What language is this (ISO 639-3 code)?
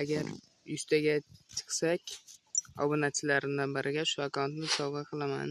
uzb